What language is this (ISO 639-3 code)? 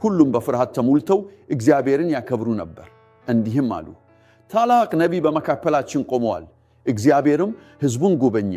amh